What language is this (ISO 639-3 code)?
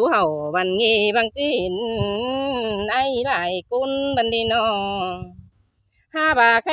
tha